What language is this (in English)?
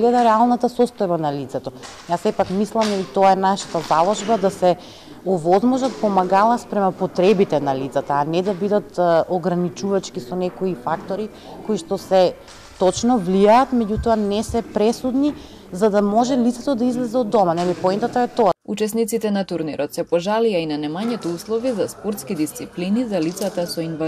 Macedonian